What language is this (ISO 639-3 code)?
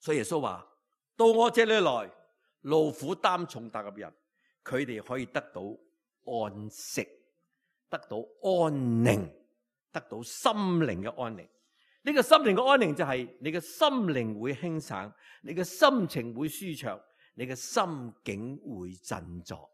yue